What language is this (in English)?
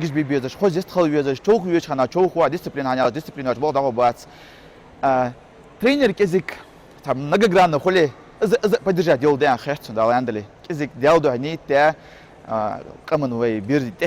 Ingush